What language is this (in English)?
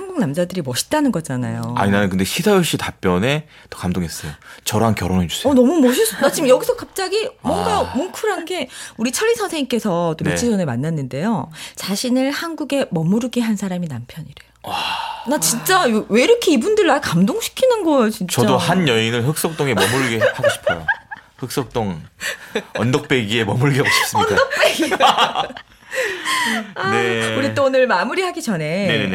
Korean